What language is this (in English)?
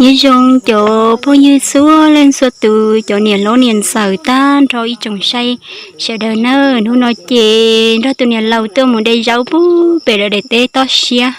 Hmong